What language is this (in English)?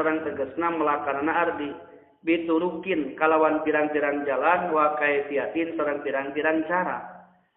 Sundanese